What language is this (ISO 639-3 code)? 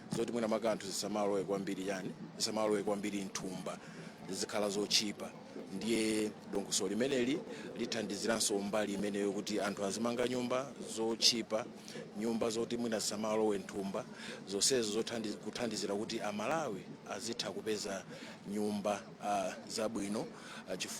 nya